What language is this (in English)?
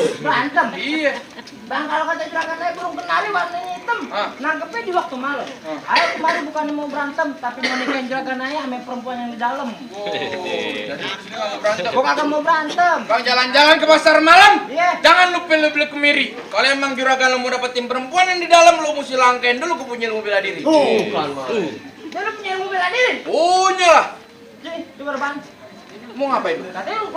Betawi